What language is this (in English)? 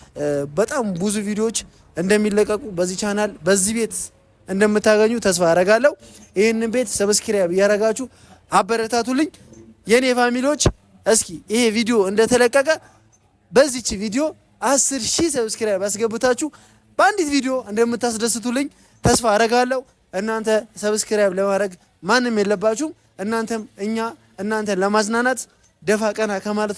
Amharic